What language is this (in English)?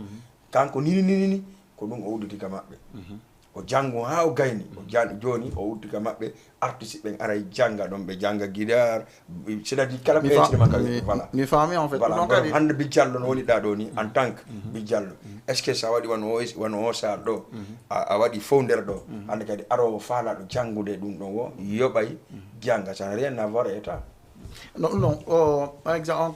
Fula